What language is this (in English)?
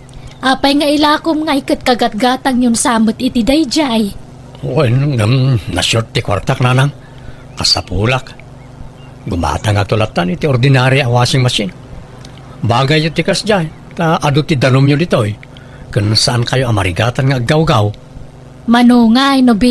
Iloko